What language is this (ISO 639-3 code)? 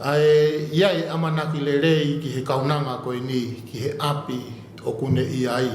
ton